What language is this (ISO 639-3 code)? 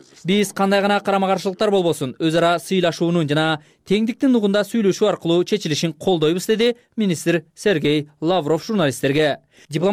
kir